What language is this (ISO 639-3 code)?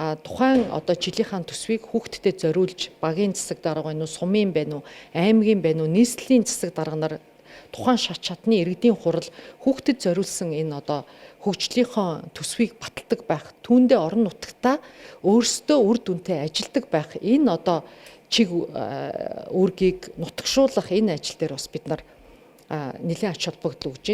mon